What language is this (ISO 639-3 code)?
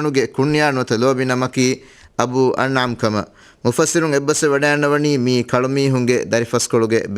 div